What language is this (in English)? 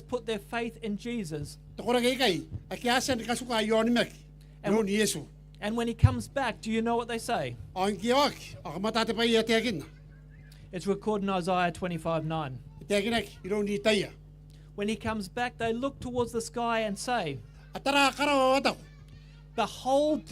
Gilbertese